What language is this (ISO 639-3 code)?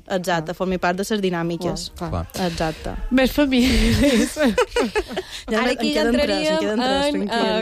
cat